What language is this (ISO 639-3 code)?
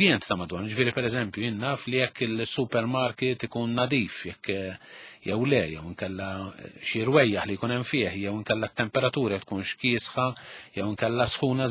mlt